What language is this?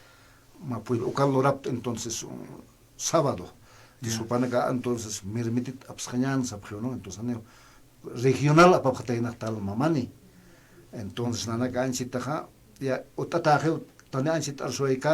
Aymara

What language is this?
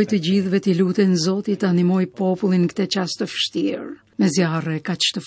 Albanian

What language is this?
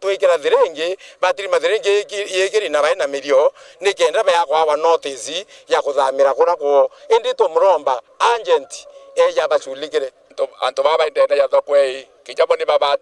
Meru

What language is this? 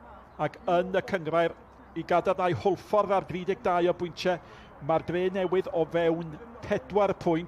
Welsh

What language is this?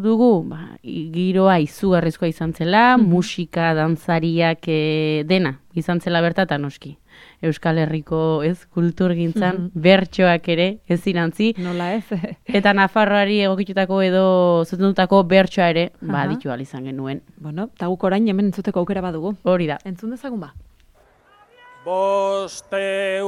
Basque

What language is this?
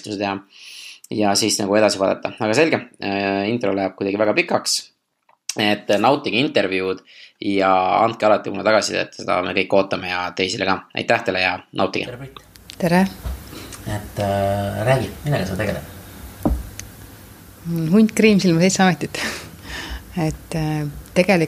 Estonian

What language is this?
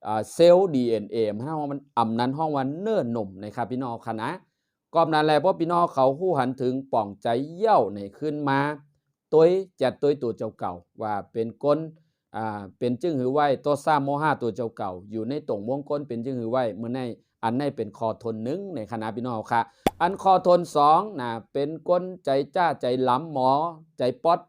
Shan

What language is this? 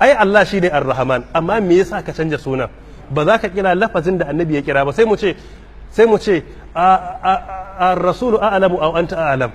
Hausa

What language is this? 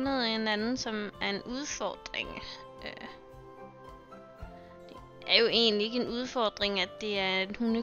Danish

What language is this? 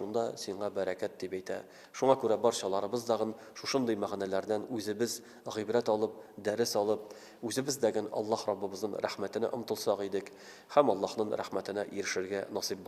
Tatar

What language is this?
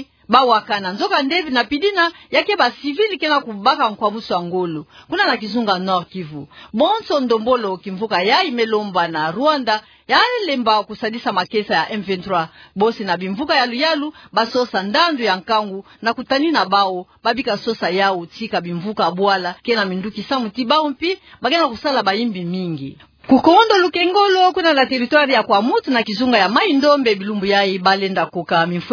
Kituba (Democratic Republic of Congo)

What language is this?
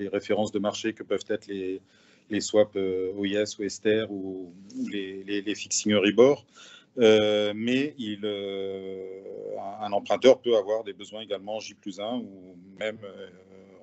French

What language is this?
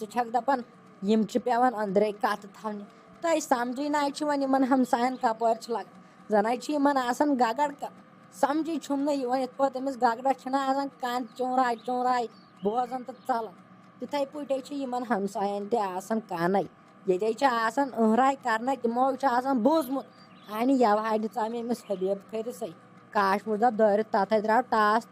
Kashmiri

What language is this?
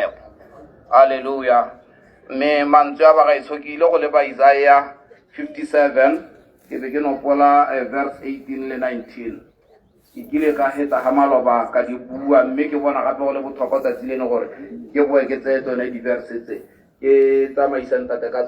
Tswana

